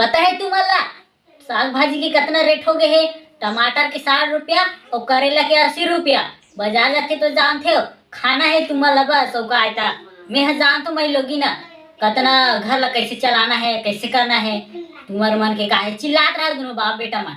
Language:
Chhattisgarhi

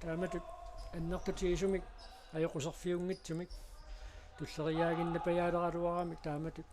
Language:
Kalaallisut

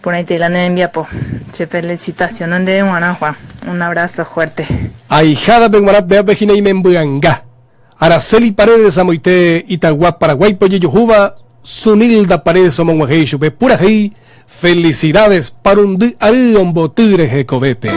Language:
Guarani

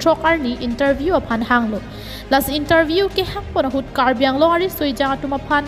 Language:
Karbi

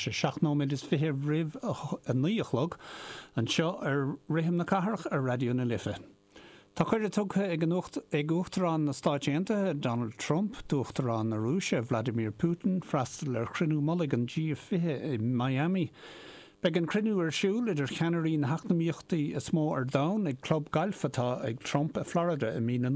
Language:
Irish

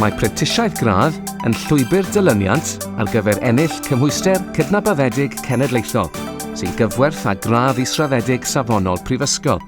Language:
Welsh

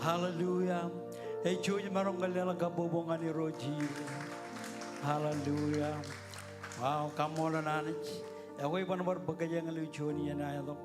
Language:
Marshallese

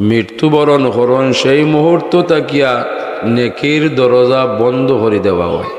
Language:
Sylheti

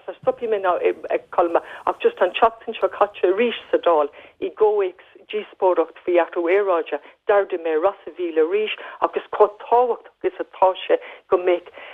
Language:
Irish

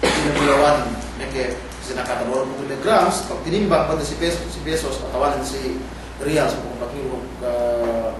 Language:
Yakan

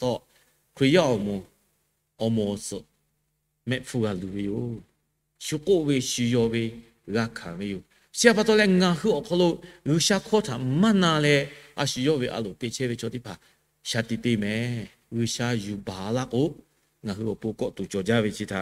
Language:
Lahu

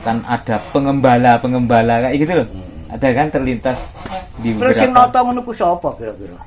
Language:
Javanese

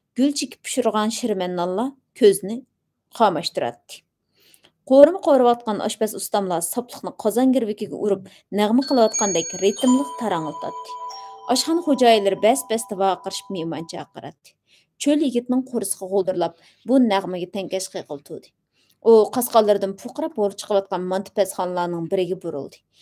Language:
Uyghur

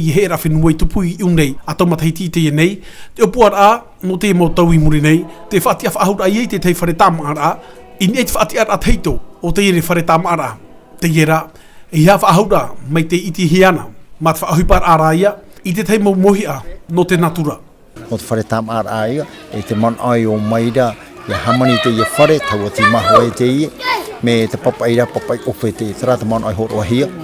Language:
Tahitian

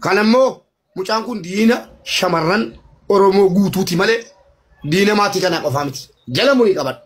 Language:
Oromo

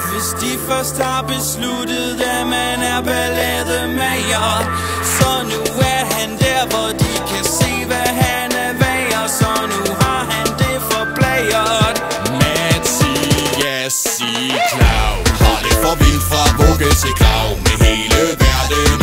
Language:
Danish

